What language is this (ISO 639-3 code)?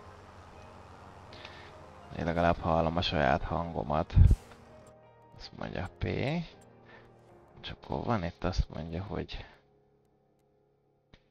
hun